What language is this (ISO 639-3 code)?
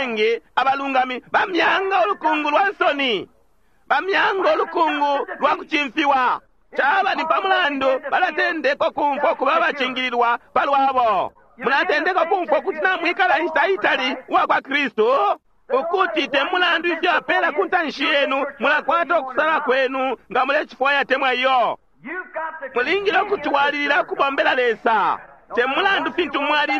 bem